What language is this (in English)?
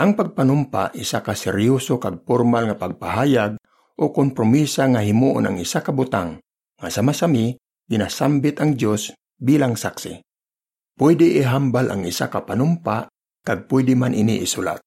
Hiligaynon